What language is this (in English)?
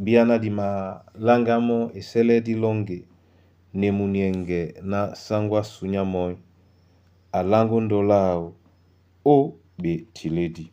Duala